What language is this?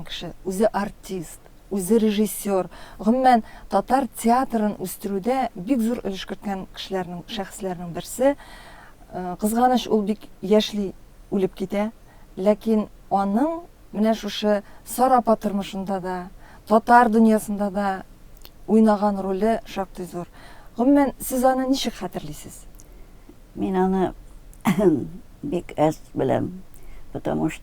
Tatar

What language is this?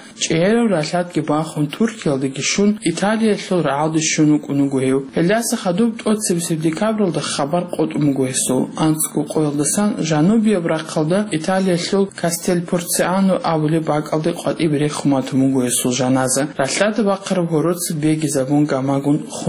Avaric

